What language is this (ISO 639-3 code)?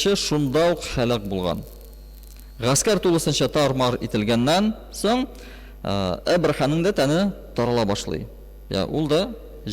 tat